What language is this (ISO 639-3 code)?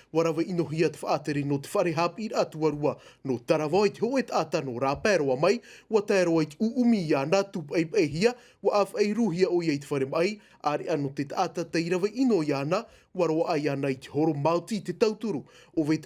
tah